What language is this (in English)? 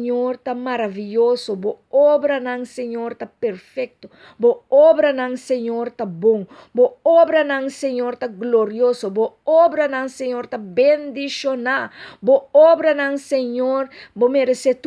Papiamento